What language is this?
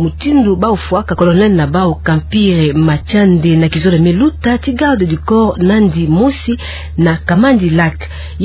Kituba (Democratic Republic of Congo)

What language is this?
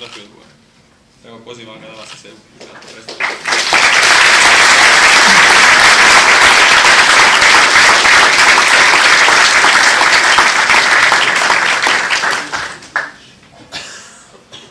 Croatian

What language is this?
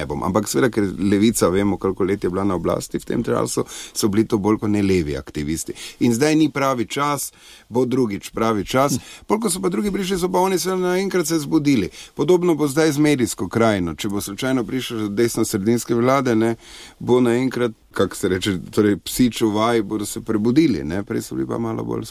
Slovenian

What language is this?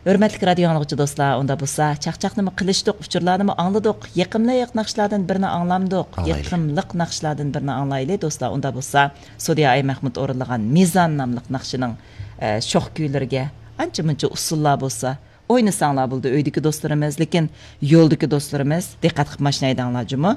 Uyghur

